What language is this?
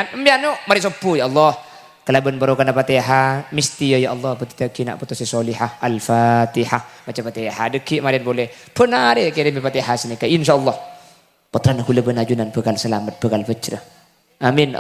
Madurese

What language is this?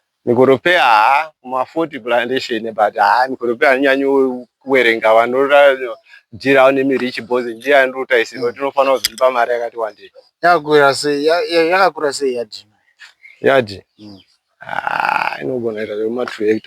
Shona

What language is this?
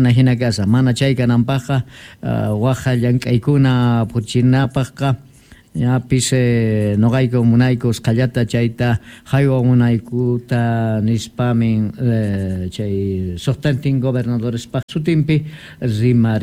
South Bolivian Quechua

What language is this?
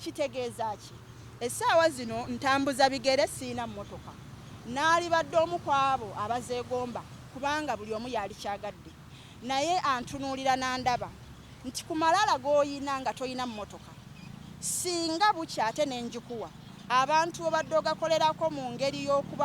Ganda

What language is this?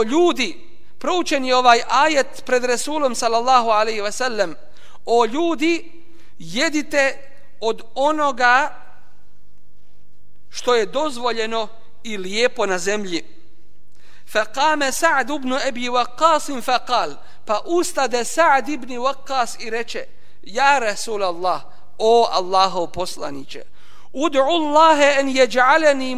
Bosnian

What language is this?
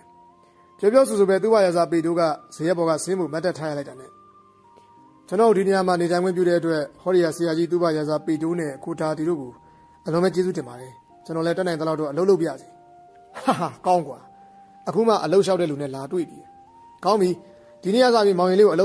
Burmese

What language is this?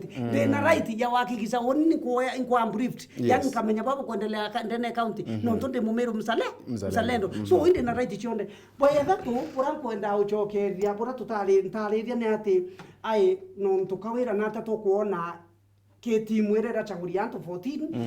Meru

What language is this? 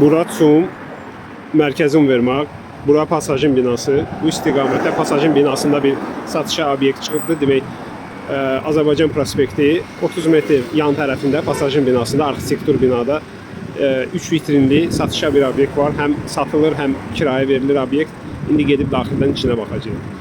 Azerbaijani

